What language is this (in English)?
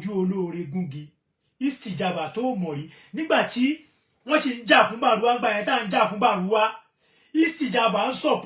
Yoruba